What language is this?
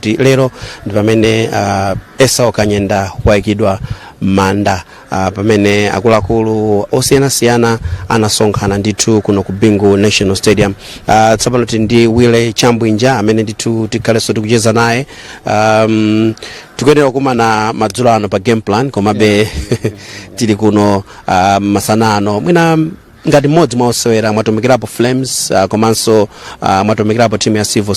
Nyanja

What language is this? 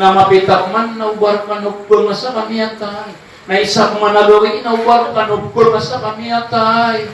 Maranao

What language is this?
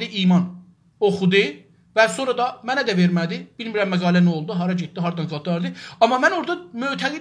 South Azerbaijani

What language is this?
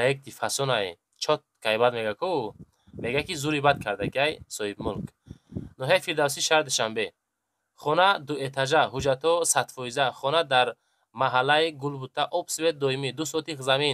Tajik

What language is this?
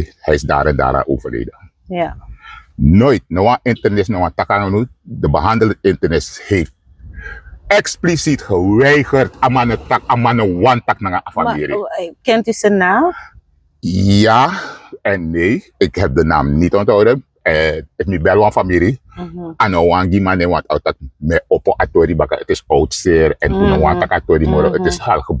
Sranan Tongo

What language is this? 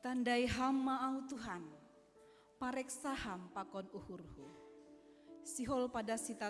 Batak Simalungun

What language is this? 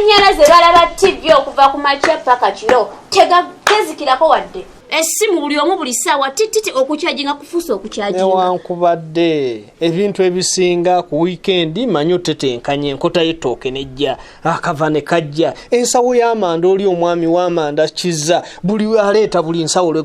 Ganda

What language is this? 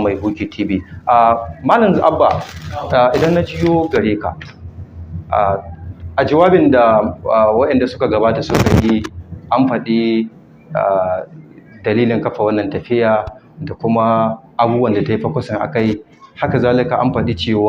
Hausa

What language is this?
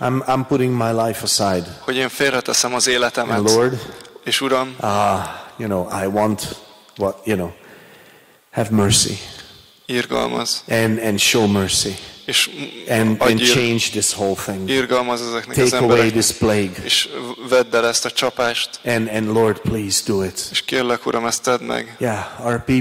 Hungarian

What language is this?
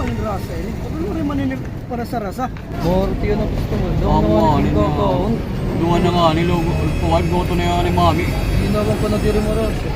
Waray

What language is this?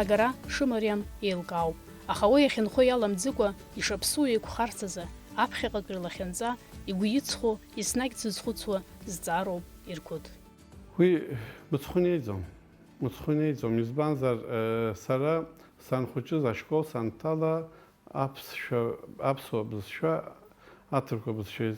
Abkhazian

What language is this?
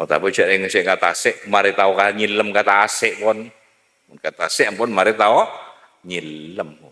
Madurese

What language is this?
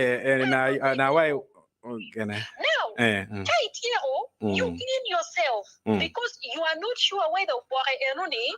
Acoli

